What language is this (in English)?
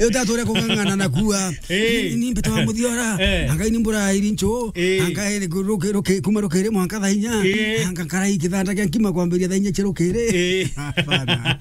Meru